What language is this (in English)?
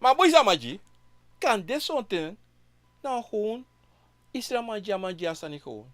Sranan Tongo